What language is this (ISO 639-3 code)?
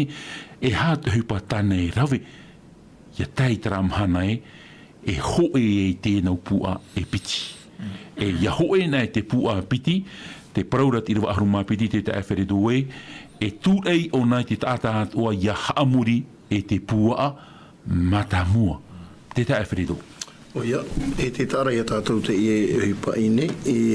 tah